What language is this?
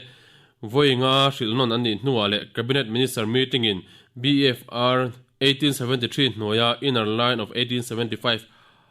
Mizo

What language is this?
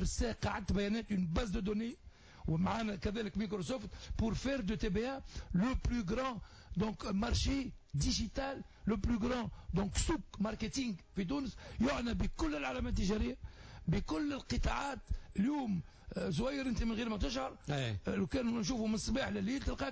Tunisian Arabic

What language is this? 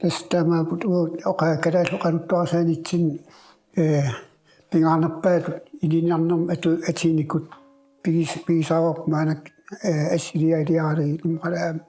Kalaallisut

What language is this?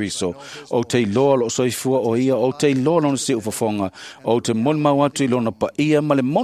Samoan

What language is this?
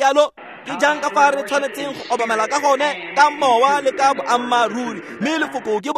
Tswana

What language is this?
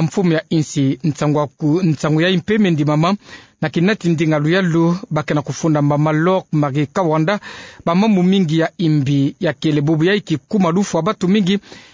Kituba (Democratic Republic of Congo)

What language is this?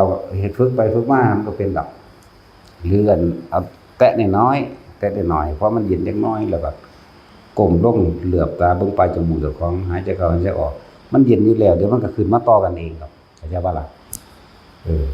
Northeastern Thai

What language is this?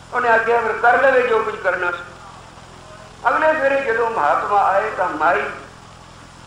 Punjabi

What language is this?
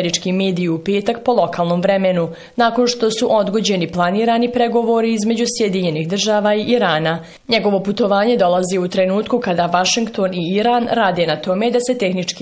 Bosnian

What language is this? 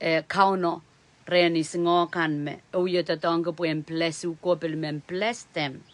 Pohnpeian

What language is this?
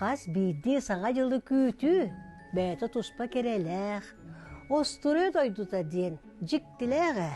Yakut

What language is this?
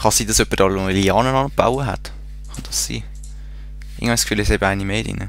Swiss German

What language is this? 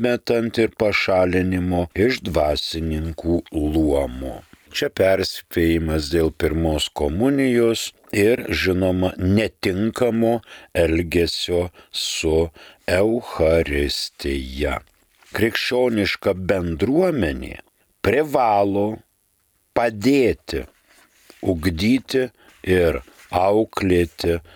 Lithuanian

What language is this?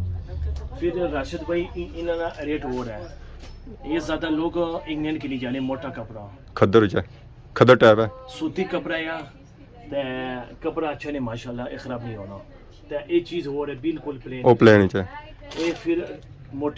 Pahari-Potwari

